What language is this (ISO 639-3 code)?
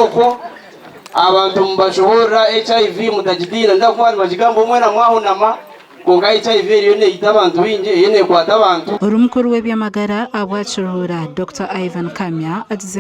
nyn